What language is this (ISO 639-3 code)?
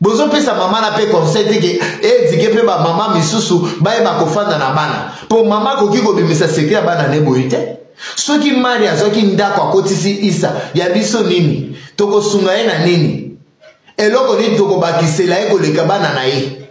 lin